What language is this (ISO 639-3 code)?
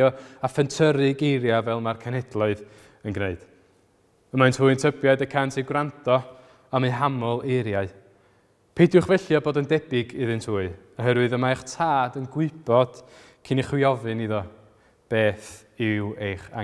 cym